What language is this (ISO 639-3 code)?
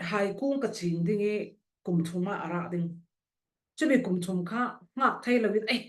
cfm